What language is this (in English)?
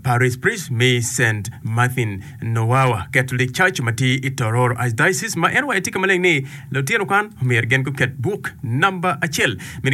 Acoli